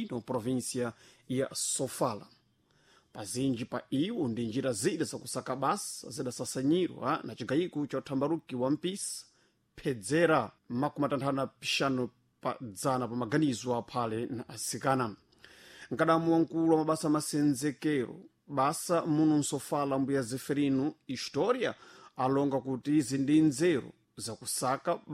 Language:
Sena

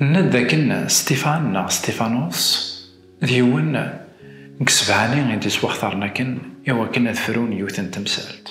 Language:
Kabyle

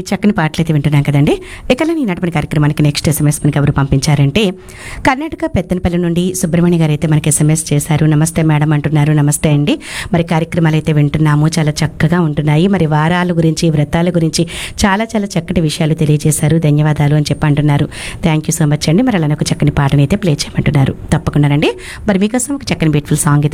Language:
Telugu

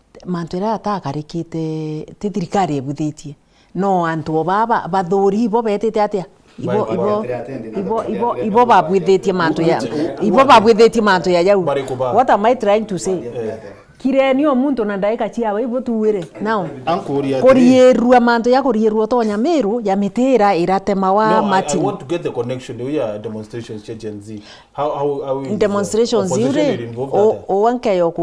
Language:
Meru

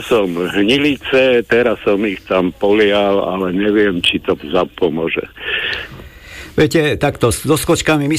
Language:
Slovak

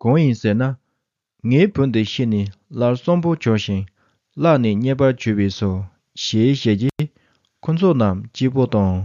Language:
Tibetan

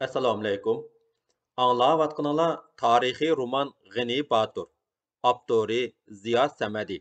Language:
Uyghur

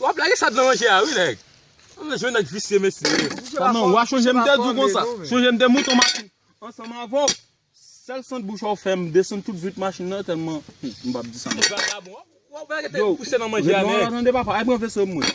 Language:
Haitian Creole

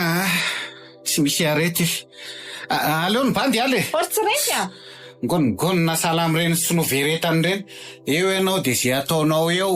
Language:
Malagasy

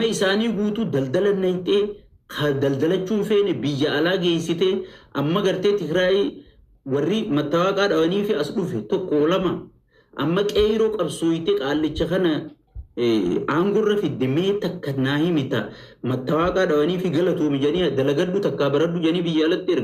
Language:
Oromo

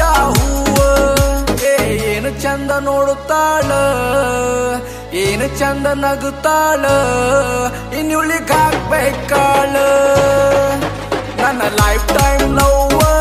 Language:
Kannada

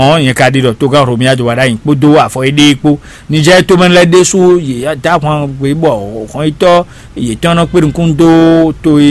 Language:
Fon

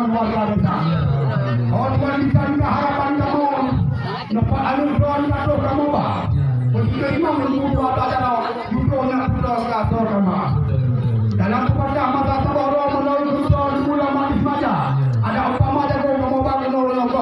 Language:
Achinese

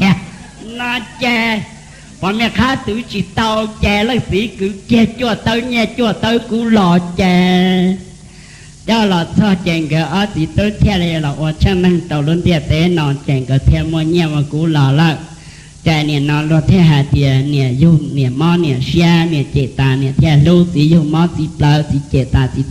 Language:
Hmong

